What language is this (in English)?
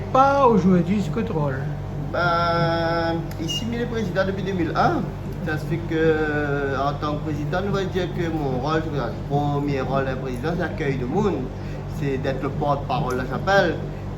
Réunion Creole French